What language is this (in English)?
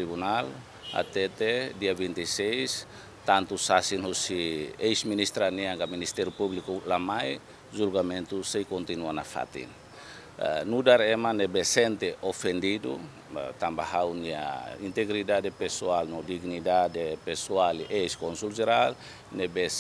Tetum